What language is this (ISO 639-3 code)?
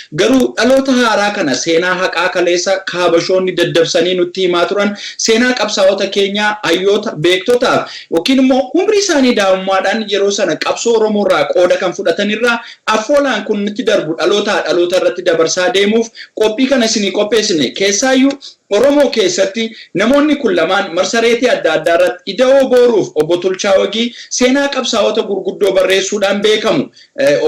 orm